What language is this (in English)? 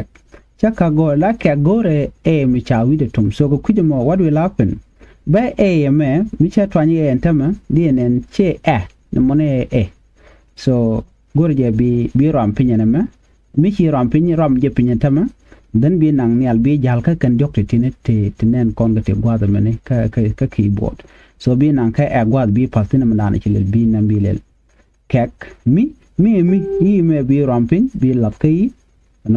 Nuer